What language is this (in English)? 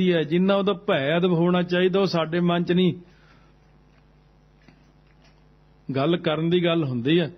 Punjabi